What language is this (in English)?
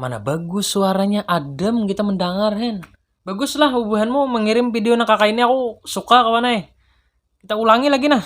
Banjar